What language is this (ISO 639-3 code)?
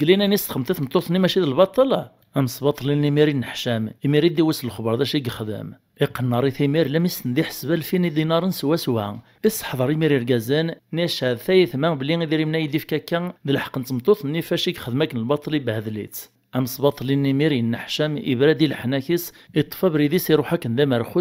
kab